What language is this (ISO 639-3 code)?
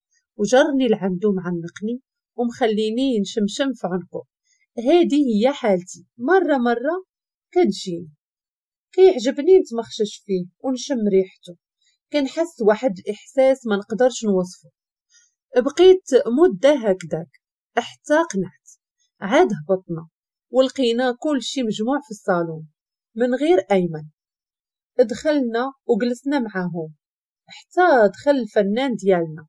ary